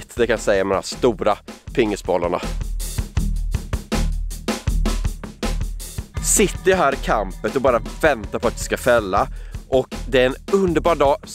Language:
Swedish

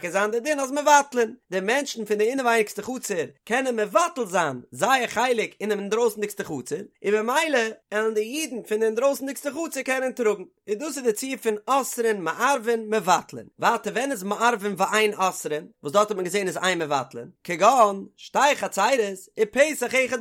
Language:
Yiddish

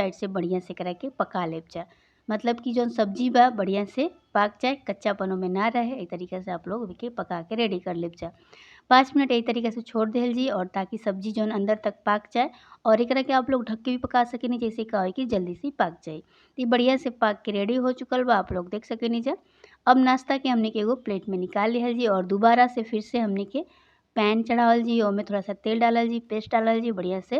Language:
Bhojpuri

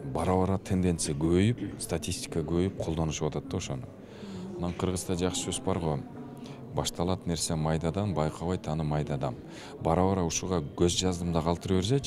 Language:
Kyrgyz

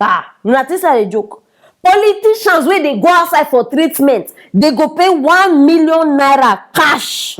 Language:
Nigerian Pidgin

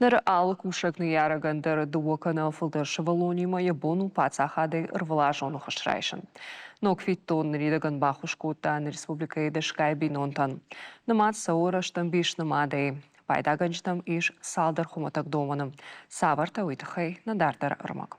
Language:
Ossetic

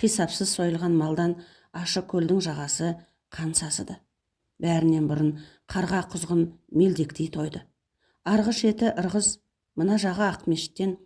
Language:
Kazakh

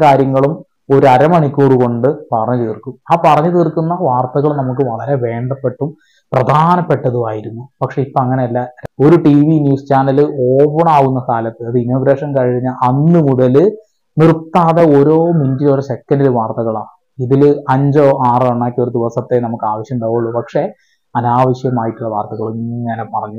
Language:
Malayalam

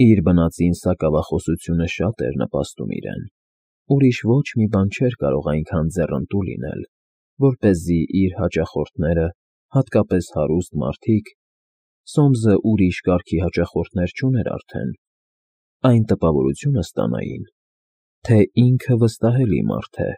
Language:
Armenian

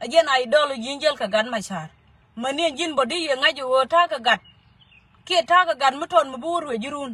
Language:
Nuer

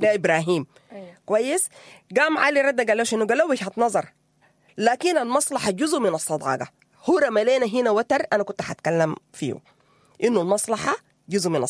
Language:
Sudanese Arabic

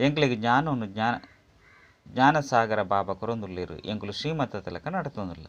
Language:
Tulu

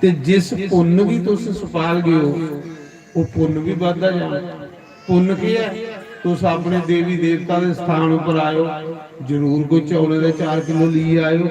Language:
Dogri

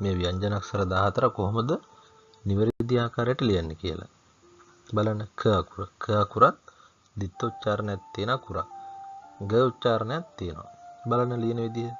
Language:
Sinhala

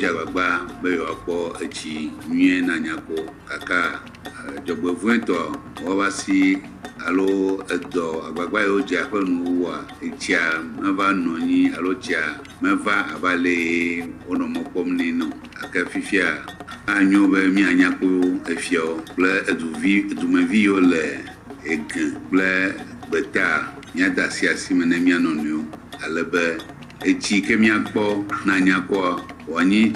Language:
Ewe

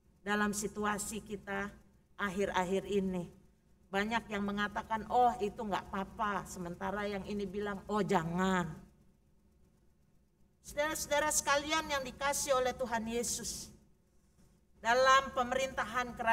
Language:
Indonesian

